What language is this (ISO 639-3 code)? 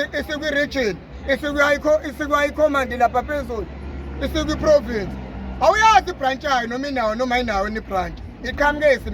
zul